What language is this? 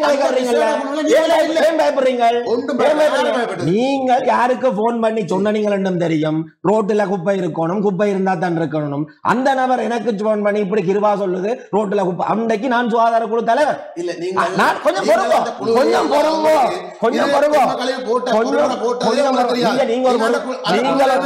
Tamil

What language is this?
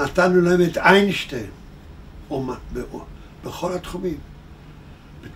Hebrew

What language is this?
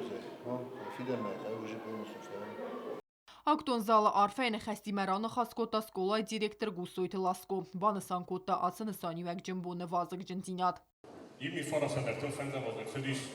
Ossetic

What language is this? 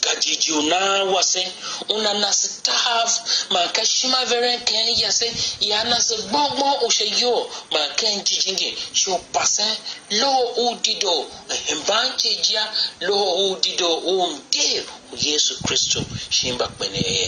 Tiv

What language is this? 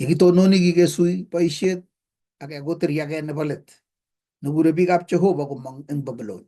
Kalenjin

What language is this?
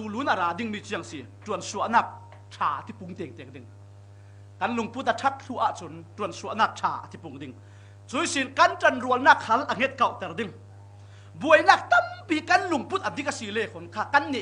Falam Chin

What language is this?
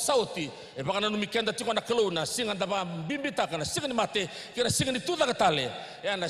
Fijian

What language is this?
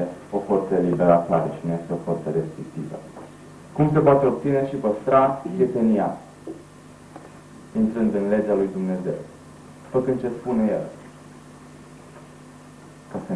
Romanian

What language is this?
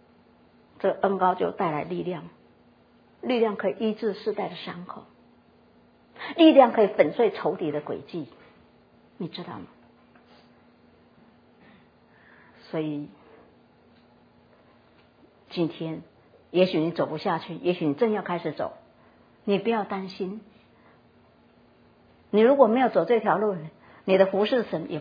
Chinese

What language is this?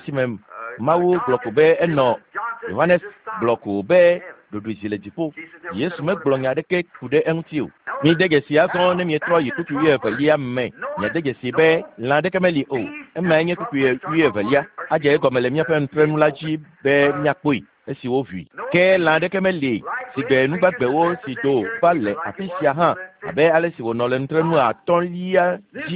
Ewe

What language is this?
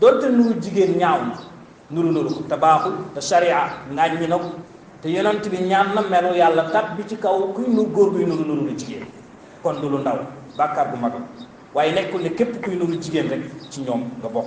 Wolof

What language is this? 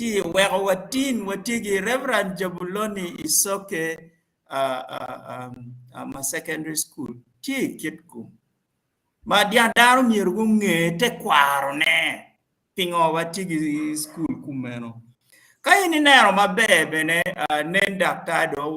Acoli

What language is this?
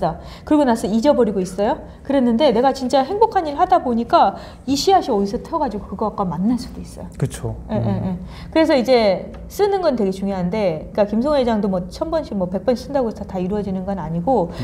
Korean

